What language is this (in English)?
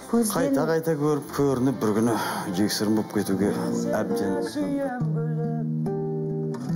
Kazakh